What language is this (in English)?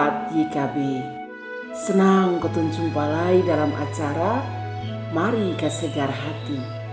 Kupang Malay